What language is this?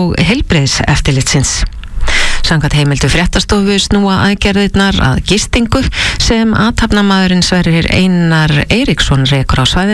Icelandic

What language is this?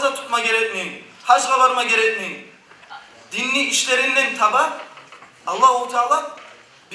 Kumyk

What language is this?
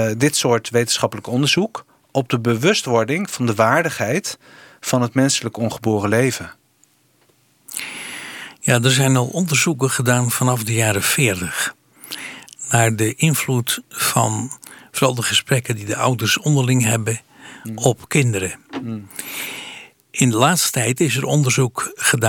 Dutch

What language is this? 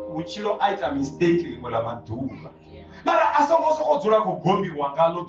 Venda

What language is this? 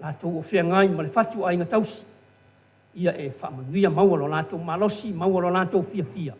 Samoan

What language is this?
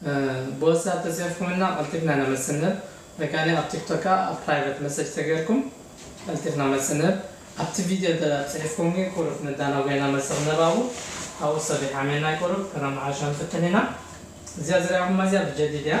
Tigrinya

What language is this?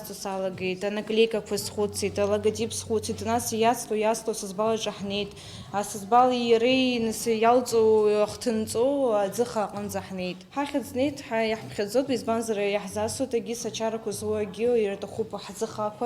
Abkhazian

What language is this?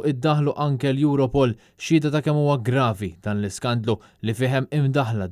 Maltese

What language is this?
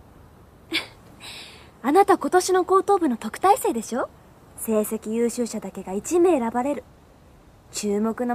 Japanese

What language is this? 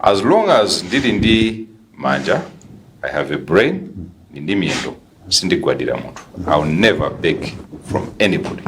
Nyanja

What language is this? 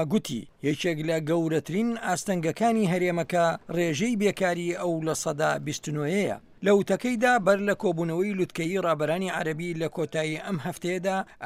Central Kurdish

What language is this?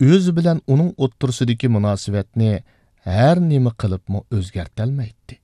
Uyghur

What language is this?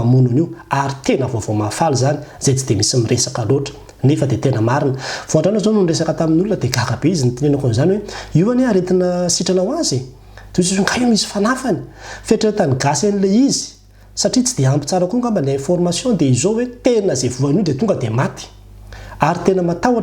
Malagasy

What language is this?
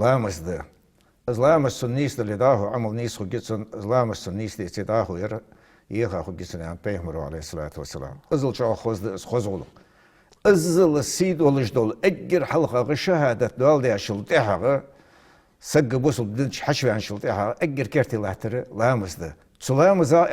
Ingush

